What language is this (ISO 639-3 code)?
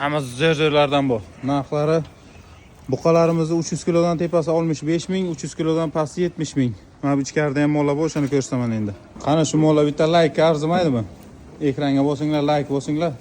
uzb